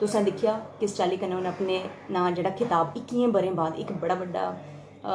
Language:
Dogri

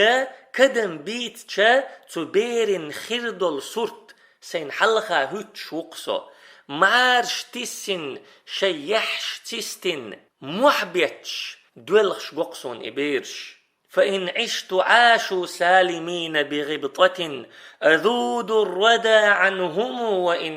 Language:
Chechen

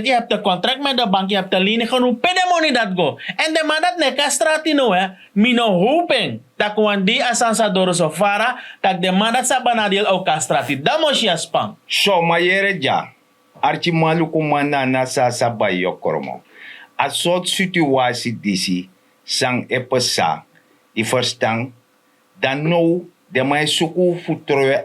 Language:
Sranan Tongo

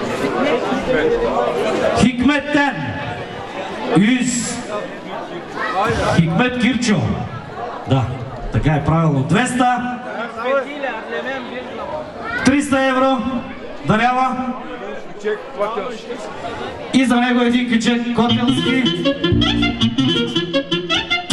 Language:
Bulgarian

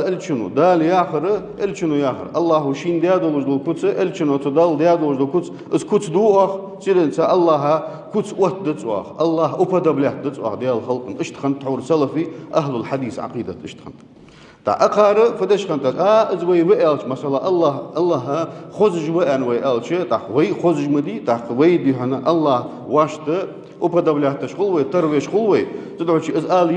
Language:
Ingush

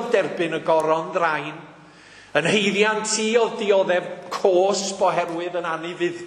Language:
Welsh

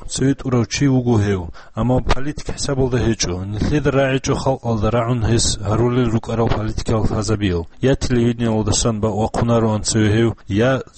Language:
Avaric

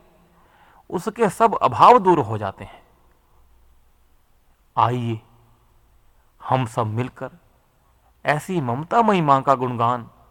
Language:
Hindi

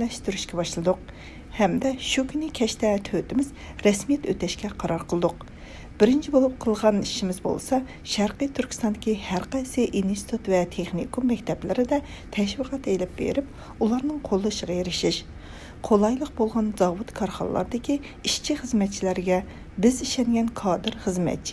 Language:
Uyghur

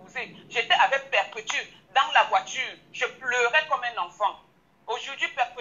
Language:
French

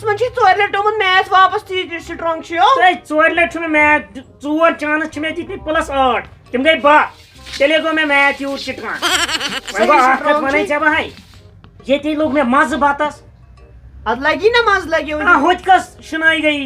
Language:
Kashmiri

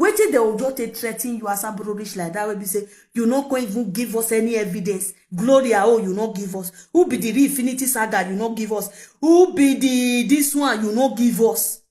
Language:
Nigerian Pidgin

